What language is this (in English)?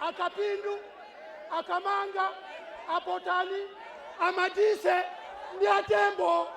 Nyanja